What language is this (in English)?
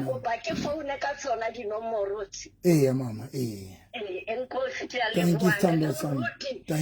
Southern Sotho